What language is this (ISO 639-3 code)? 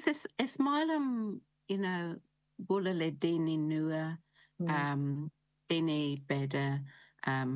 gle